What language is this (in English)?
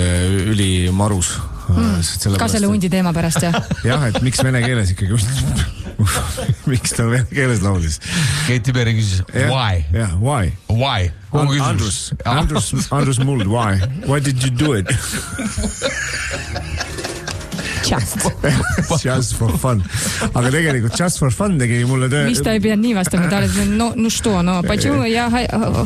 Estonian